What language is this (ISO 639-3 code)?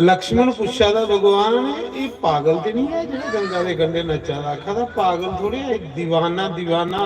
doi